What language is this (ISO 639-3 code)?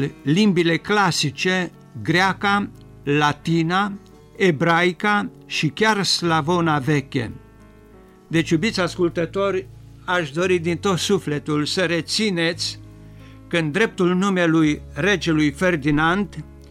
ron